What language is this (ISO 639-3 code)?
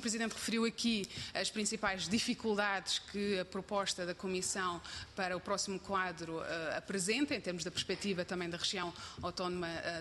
por